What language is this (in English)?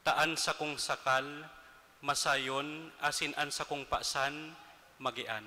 Bikol